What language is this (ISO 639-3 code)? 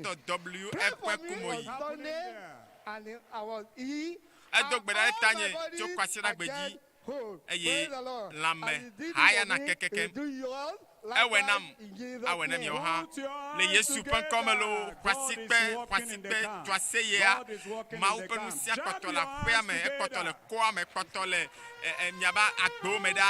ewe